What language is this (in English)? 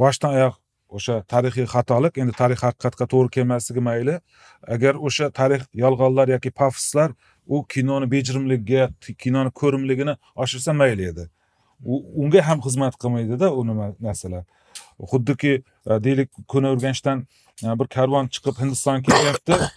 Uzbek